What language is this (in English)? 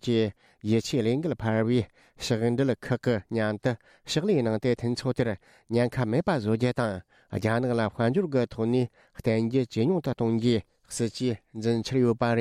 Tibetan